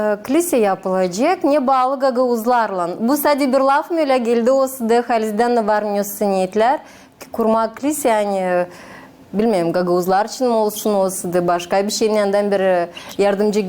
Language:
Gagauz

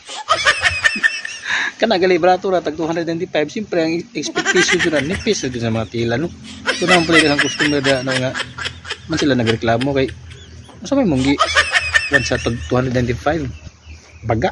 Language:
Cebuano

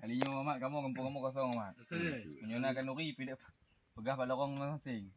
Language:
Achinese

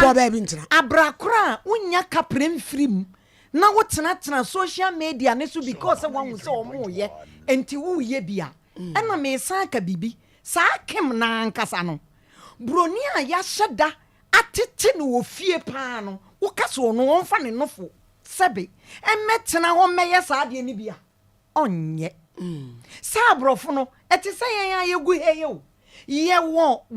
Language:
Akan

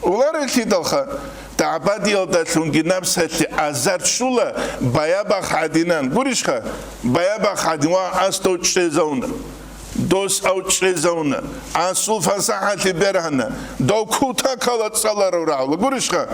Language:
Avaric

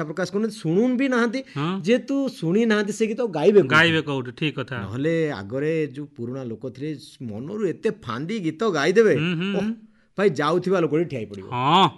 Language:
Odia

